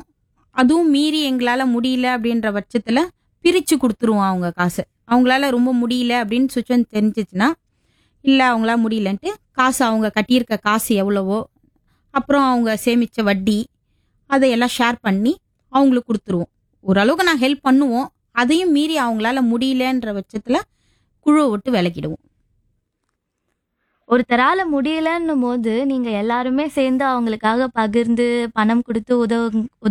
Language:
Tamil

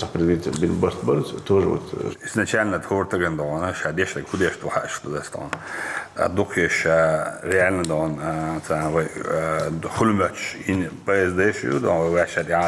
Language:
Chechen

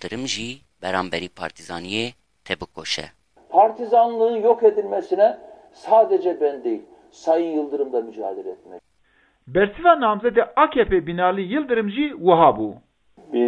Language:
Kurdish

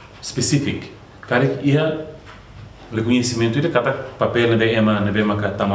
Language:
Tetum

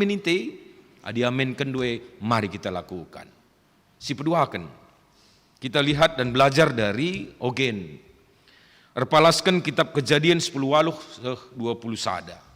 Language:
Batak Karo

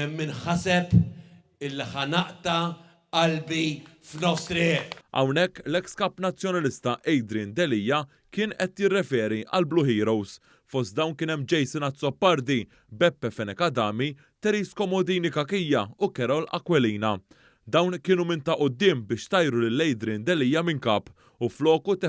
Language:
Maltese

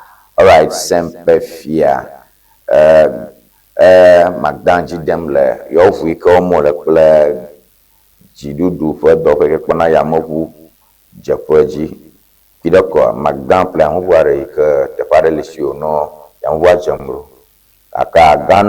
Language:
Ewe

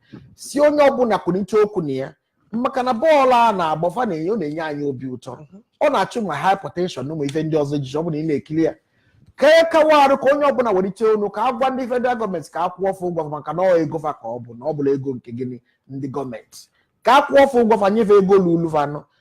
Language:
Igbo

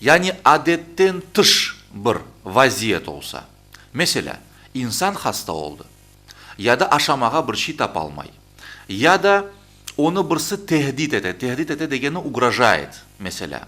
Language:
Crimean Tatar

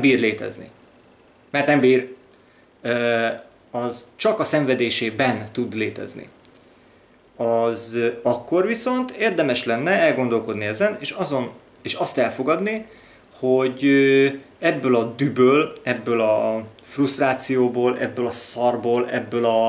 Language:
Hungarian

